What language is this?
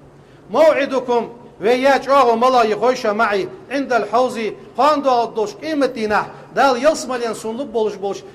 Ingush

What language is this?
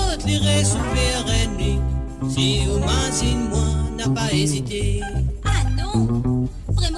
Morisyen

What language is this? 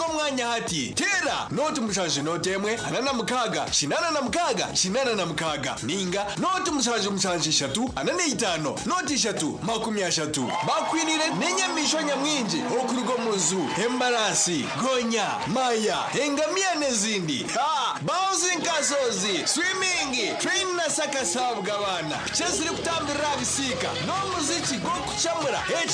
Nyankole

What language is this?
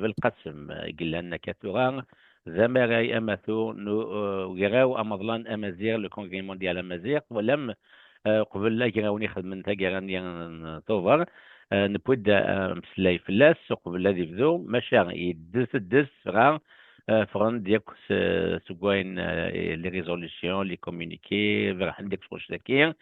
Kabyle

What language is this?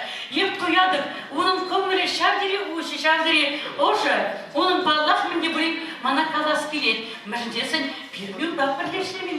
Chuvash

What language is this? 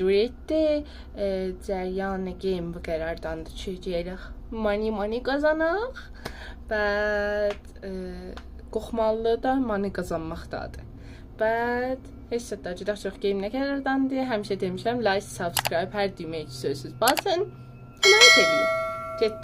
South Azerbaijani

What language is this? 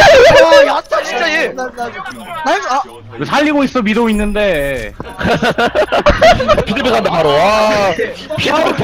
Korean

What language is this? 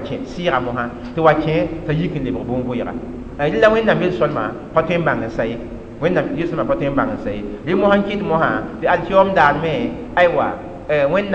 Mossi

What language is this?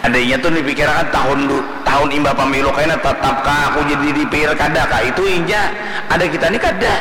Banjar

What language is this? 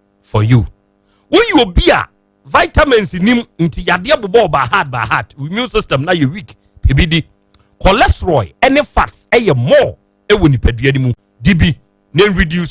Akan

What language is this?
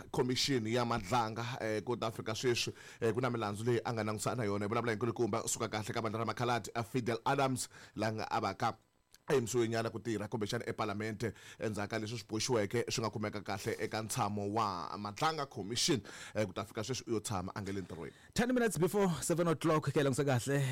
Tsonga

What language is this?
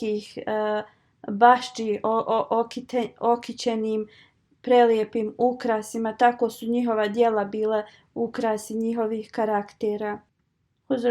Bosnian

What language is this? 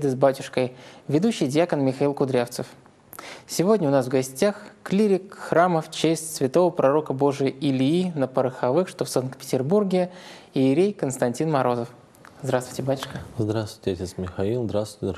Russian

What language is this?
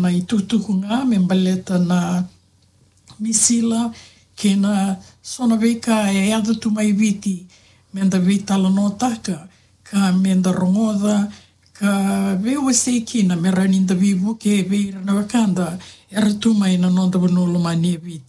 Fijian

